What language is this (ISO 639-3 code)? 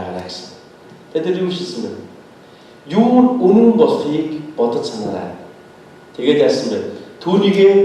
mon